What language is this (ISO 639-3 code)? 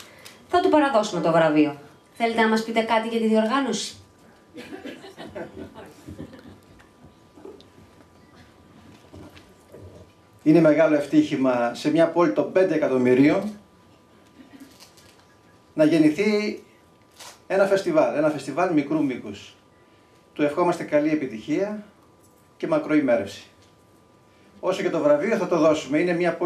ell